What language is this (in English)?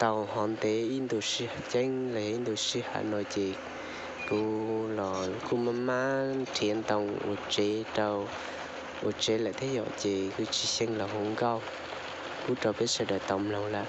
Hmong